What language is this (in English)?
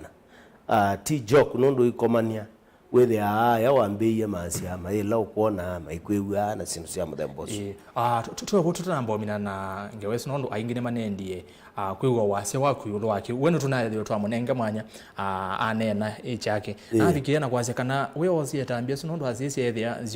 Kamba